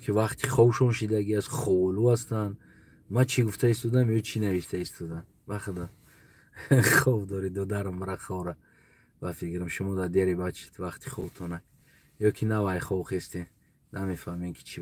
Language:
Tajik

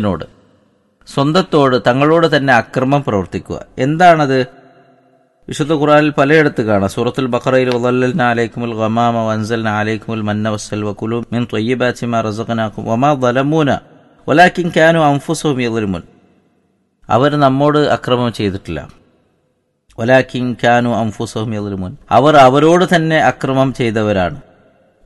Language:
Malayalam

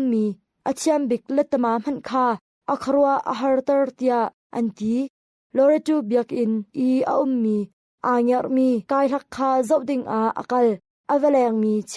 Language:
Hakha Chin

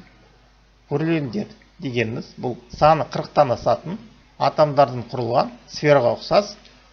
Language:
Kazakh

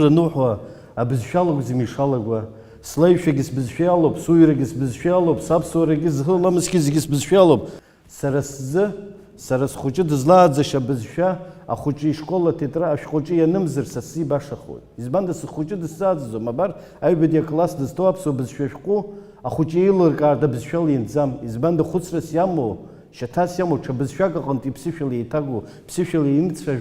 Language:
Abkhazian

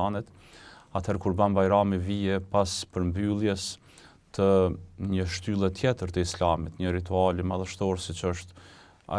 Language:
Albanian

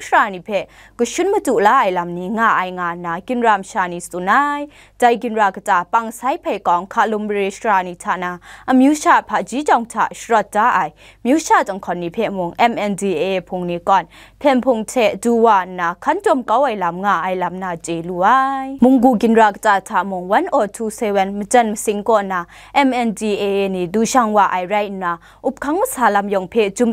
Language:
Kachin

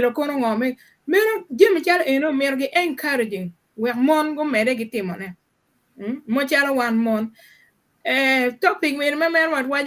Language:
Acoli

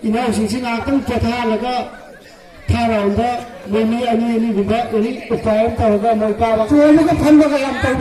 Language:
Manipuri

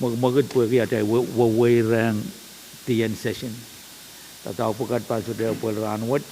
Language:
Pohnpeian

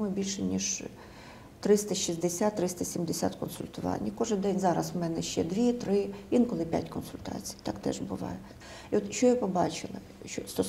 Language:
Ukrainian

